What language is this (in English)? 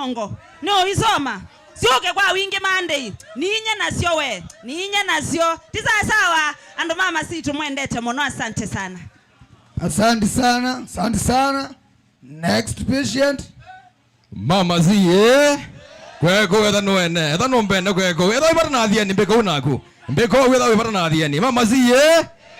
Kamba